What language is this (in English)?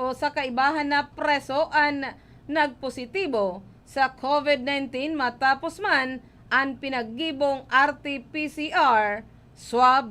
Bikol